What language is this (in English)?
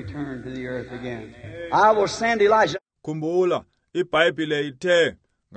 Xhosa